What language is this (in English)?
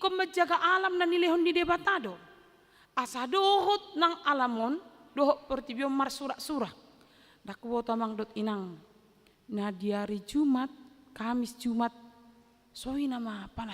Batak Toba